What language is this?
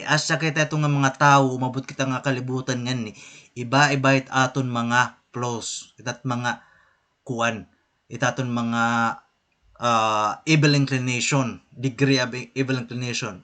Waray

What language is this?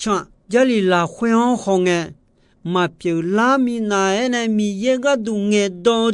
Akha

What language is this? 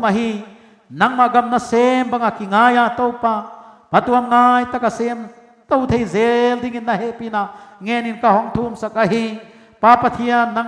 Paite Chin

